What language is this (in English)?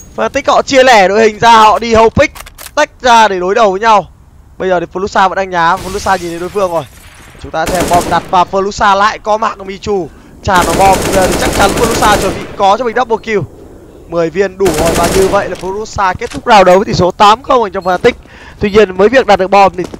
Vietnamese